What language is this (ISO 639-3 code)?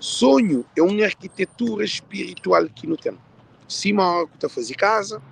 kea